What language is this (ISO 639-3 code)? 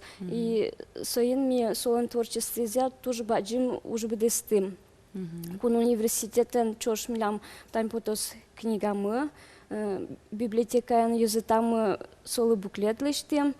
udm